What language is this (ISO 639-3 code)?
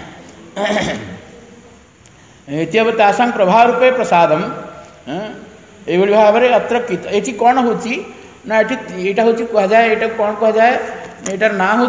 ori